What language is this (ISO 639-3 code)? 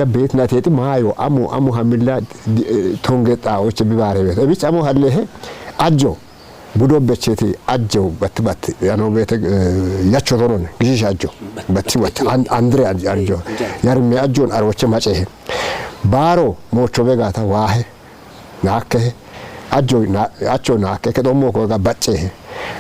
kbr